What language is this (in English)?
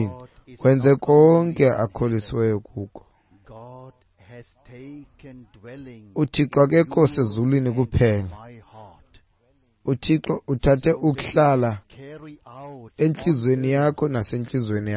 Xhosa